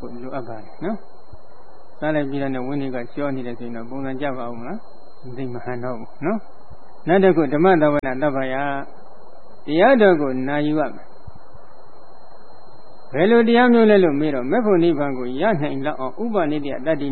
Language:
Burmese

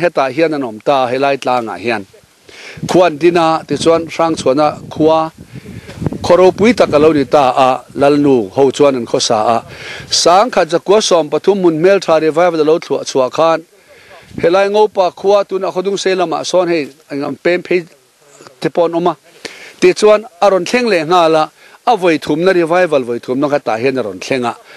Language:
Mizo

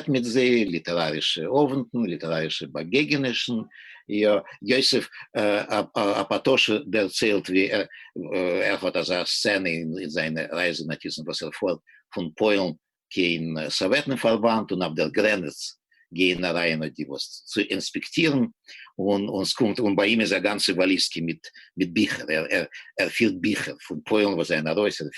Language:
Yiddish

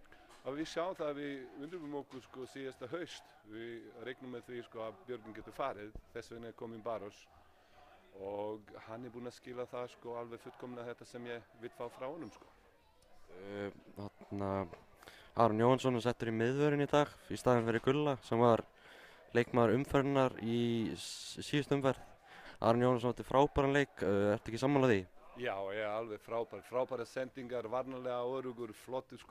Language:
Icelandic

